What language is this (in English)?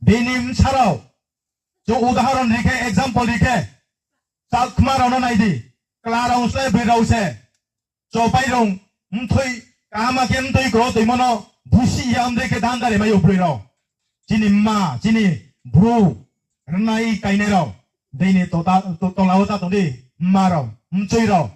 Riang (India)